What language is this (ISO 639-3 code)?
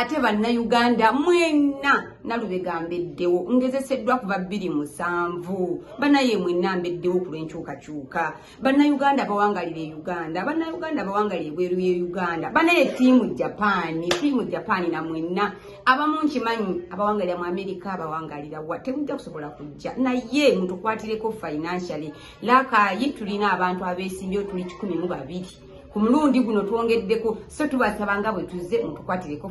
lug